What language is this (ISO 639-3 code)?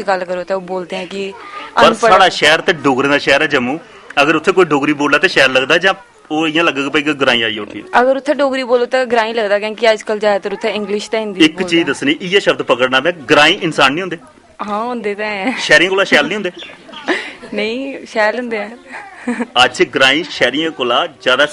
doi